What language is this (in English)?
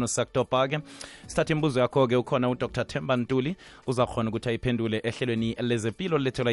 South Ndebele